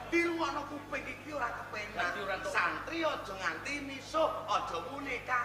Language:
Javanese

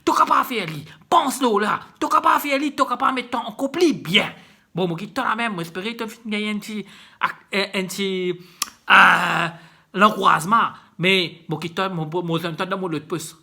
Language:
Morisyen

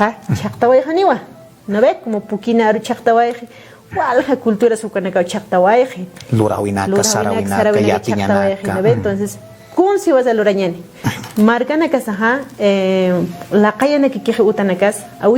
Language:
Aymara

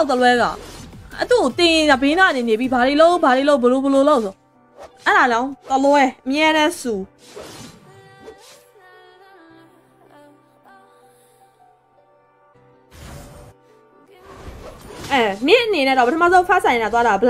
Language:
Burmese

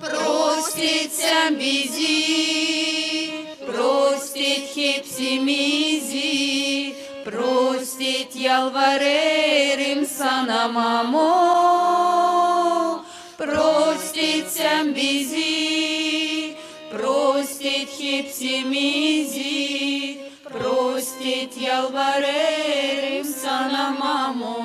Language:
Gagauz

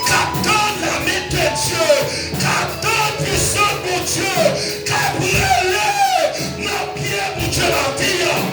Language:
Haitian Creole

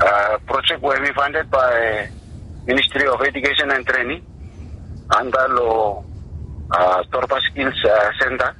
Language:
Bislama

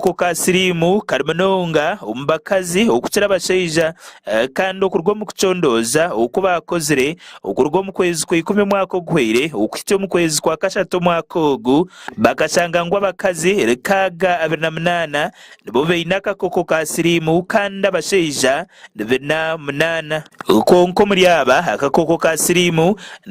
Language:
Nyankole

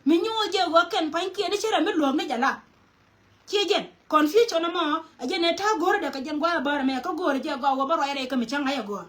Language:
Nuer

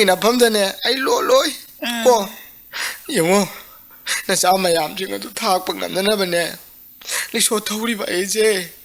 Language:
Manipuri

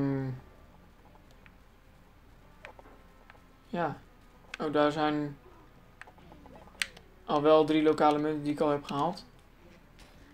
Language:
Dutch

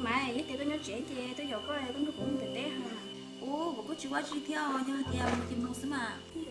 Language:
Hmong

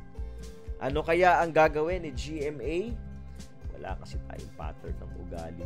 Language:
Filipino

